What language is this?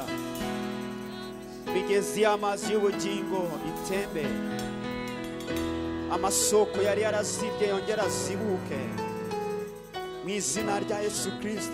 Kinyarwanda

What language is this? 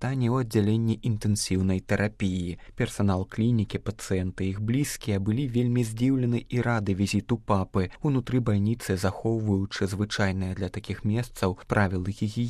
Belarusian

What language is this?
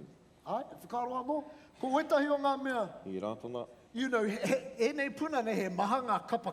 Māori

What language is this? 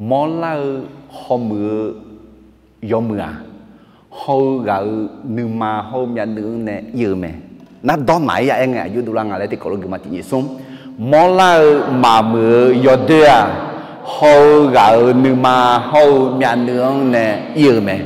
Akha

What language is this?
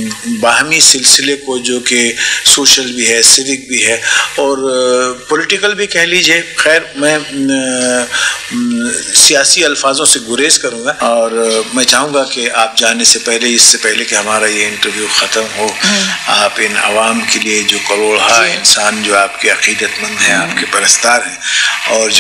Urdu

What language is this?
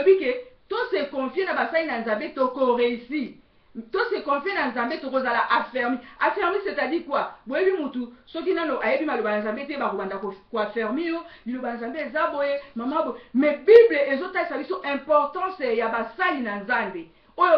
Lingala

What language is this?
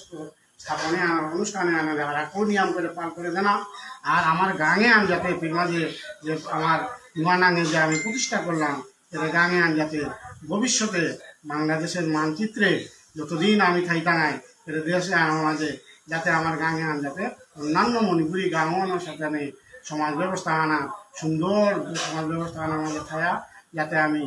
Bishnupriya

